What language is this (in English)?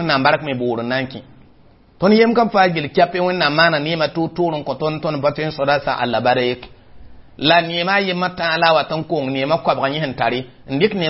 Mossi